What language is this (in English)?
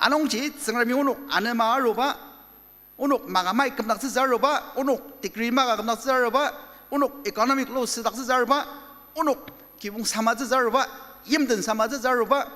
Ao Naga